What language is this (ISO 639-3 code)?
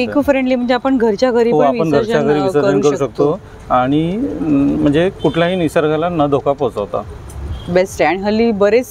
mar